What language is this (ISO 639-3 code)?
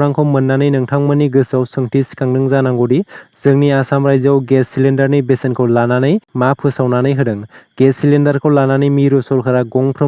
brx